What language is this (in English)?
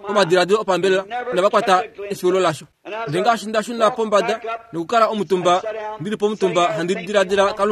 Kuanyama